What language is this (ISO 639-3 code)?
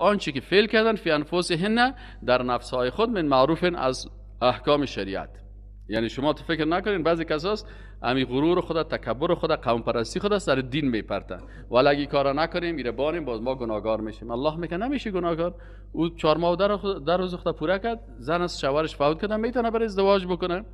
fas